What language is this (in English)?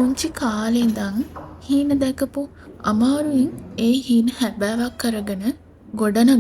Sinhala